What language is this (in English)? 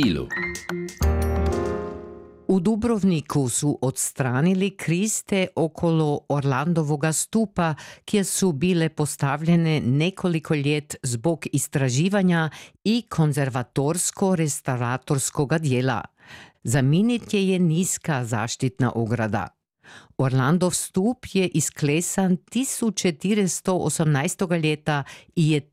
Croatian